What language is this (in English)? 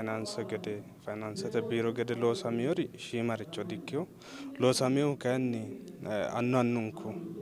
Sidamo